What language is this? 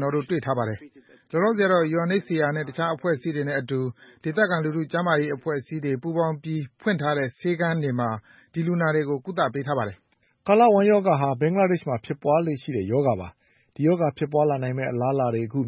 Burmese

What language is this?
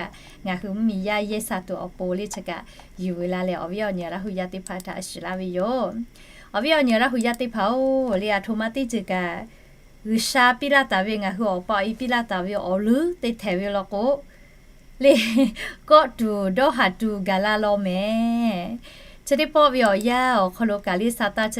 Lahu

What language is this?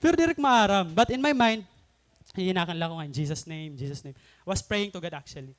Waray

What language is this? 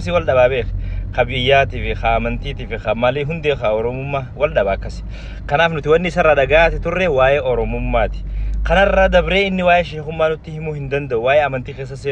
Oromo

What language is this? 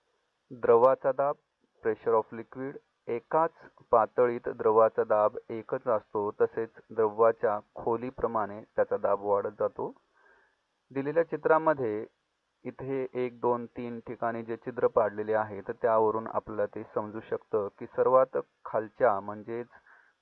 Marathi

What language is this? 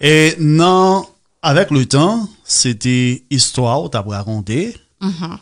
Haitian Creole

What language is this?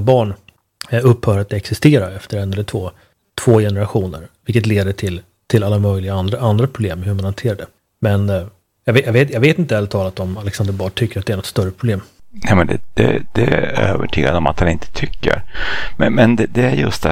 Swedish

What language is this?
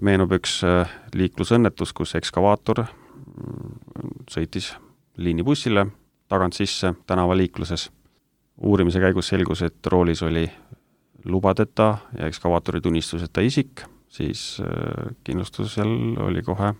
Estonian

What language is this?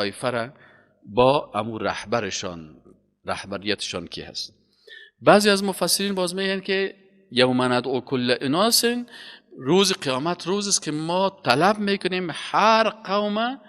Persian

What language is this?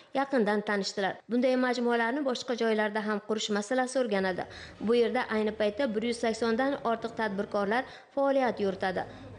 Uzbek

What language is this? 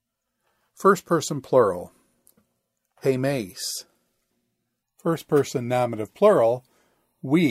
English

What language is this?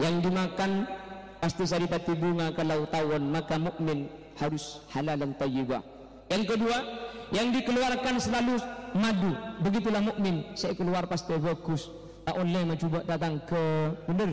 Madurese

